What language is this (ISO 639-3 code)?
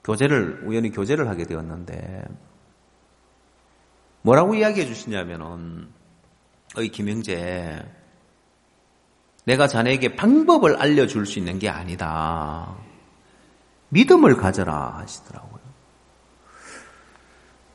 kor